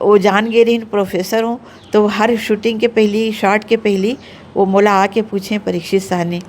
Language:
Chhattisgarhi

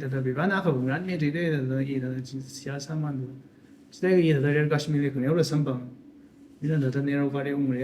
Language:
Tangkhul Naga (India)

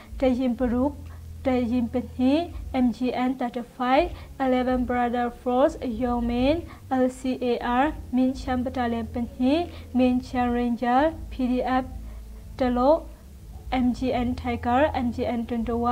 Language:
Hakha Chin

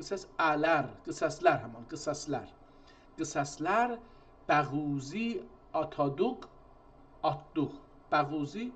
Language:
South Azerbaijani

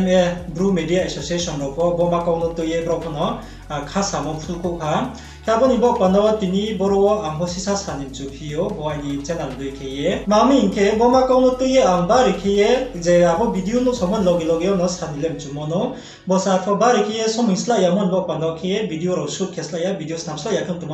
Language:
Riang (India)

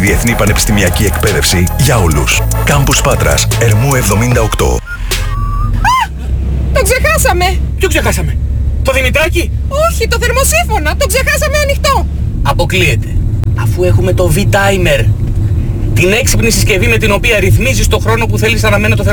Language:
Greek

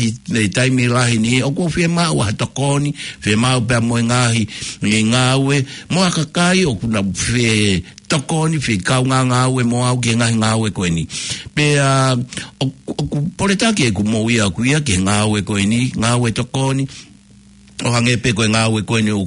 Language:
Tongan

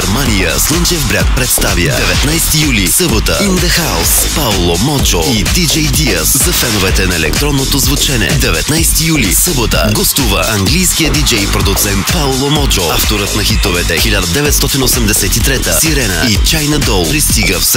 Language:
Bulgarian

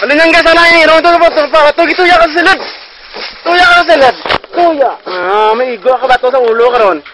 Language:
Hiligaynon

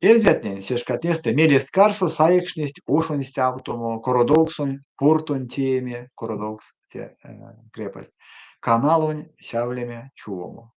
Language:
Erzya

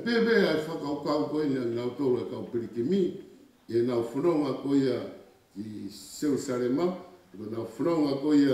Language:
Tongan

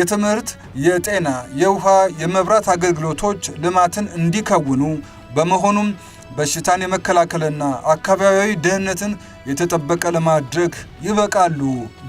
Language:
Amharic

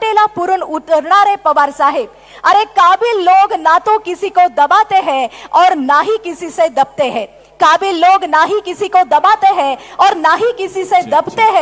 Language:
Marathi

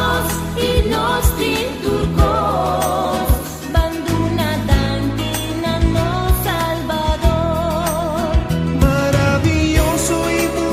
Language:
Papiamento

